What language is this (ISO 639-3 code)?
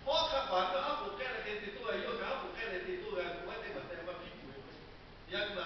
lhu